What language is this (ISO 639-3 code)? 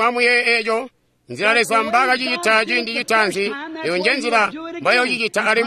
toi